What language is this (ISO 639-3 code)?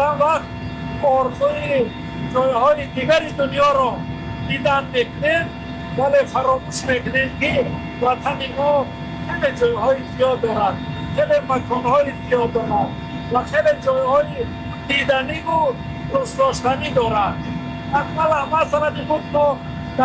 tgk